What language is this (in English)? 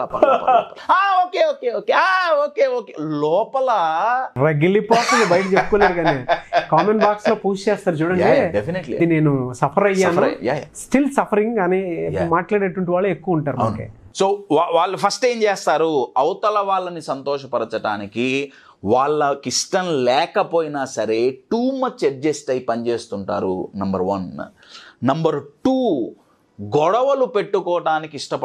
Telugu